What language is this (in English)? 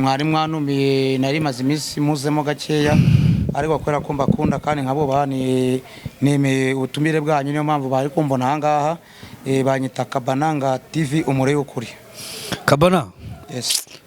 Kinyarwanda